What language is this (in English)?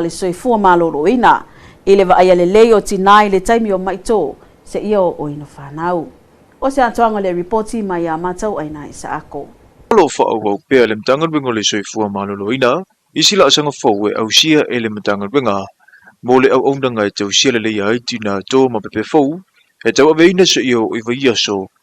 Samoan